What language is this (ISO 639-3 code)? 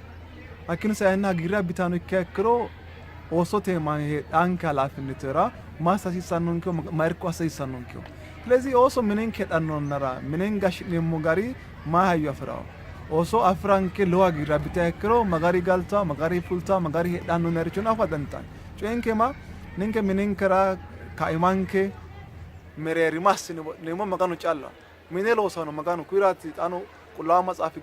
sid